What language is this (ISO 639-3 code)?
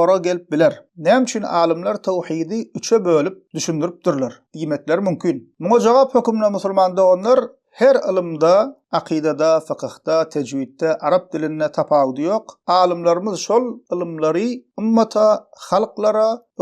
tuk